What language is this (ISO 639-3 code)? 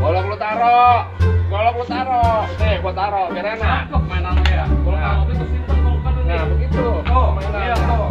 bew